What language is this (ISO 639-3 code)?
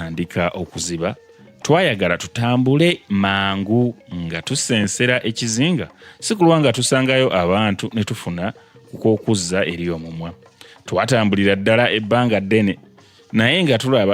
lug